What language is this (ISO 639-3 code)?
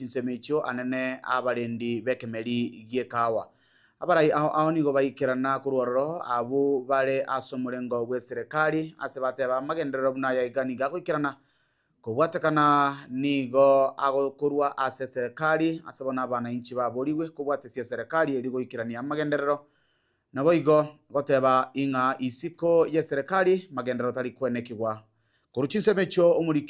guz